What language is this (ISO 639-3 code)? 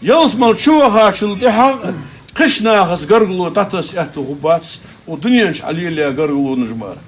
inh